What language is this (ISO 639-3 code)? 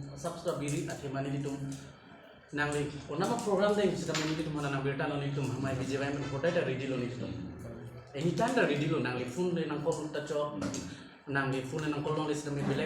mjw